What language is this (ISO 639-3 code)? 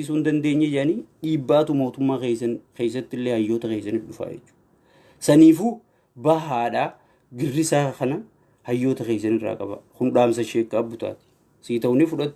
orm